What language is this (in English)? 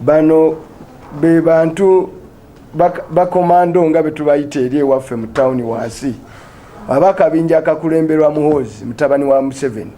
Ganda